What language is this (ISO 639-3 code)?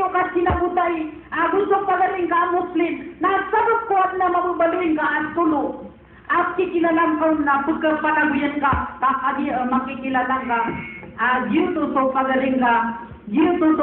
mrw